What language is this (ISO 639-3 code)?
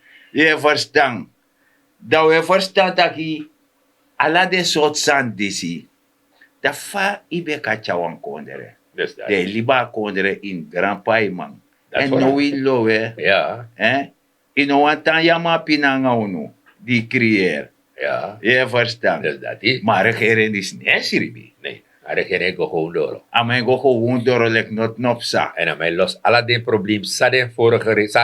srn